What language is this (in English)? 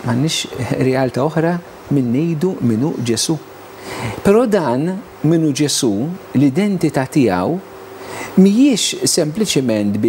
Maltese